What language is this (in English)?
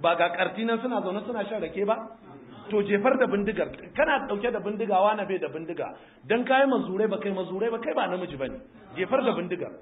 Hausa